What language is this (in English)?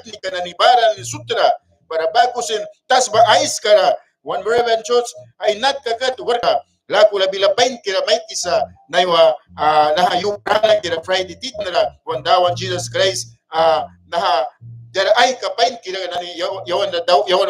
Mískito